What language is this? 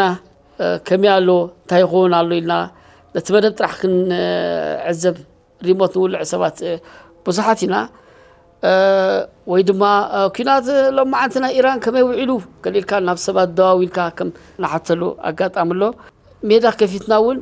Tigrinya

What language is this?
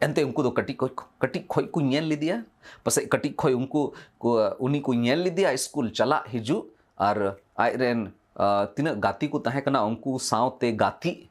Santali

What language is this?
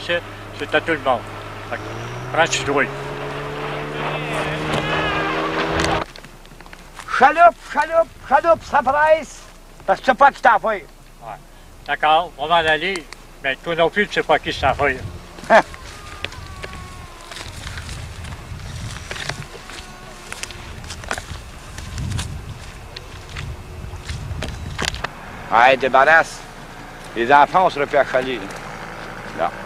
French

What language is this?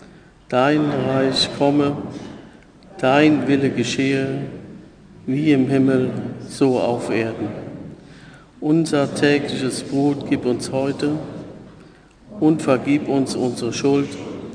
German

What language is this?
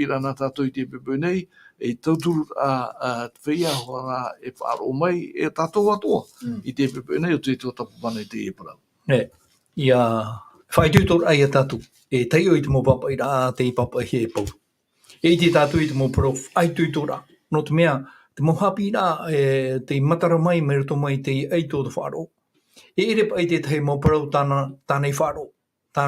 Tahitian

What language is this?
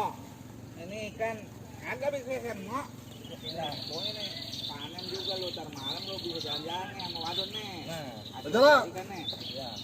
Betawi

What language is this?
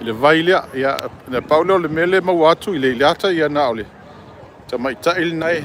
Samoan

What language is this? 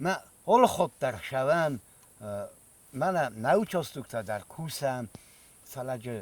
Ossetic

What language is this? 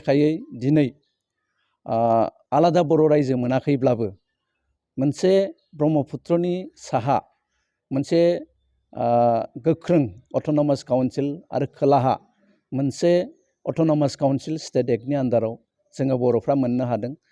Bodo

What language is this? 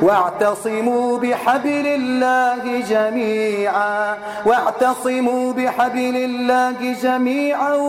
Arabic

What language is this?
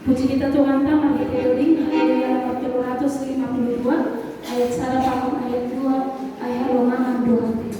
Batak Simalungun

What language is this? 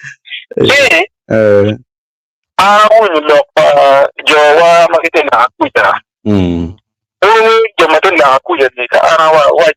Acoli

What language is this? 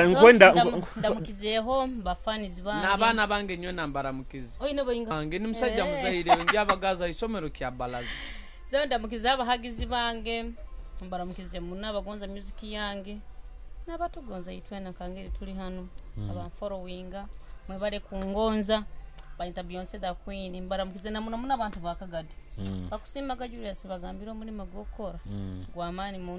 Nyoro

